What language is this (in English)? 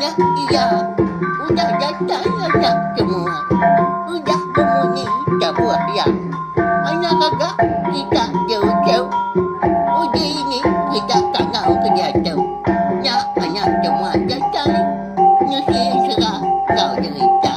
Iban